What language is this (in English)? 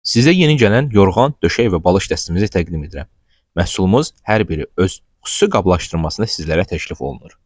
Azerbaijani